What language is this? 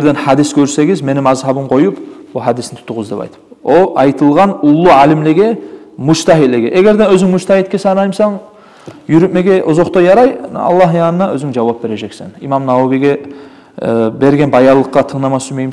Kumyk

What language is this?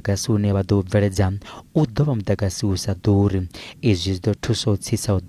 Venda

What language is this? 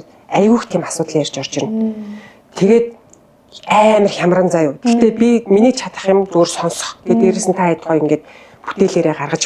Mongolian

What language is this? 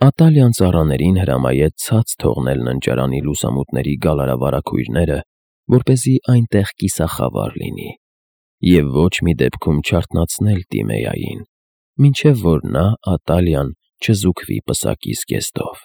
Armenian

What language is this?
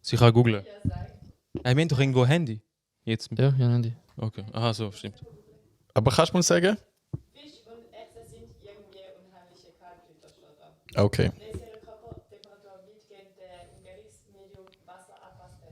Swiss German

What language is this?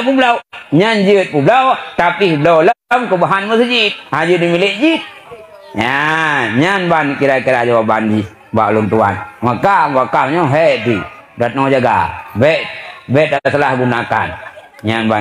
Achinese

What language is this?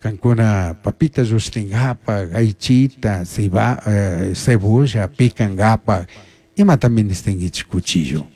Chimborazo Highland Quichua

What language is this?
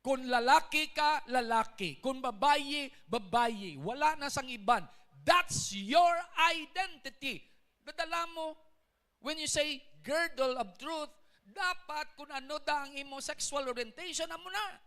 Hiligaynon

